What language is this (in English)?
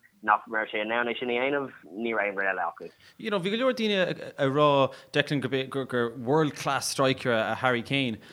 Irish